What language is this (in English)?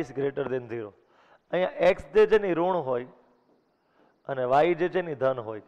Gujarati